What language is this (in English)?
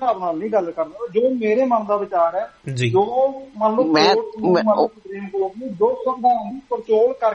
Punjabi